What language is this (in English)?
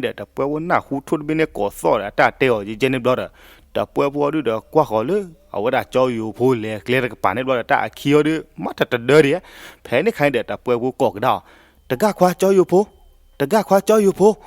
S'gaw Karen